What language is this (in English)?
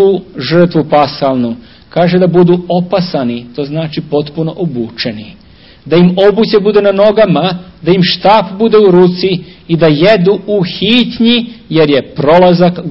Serbian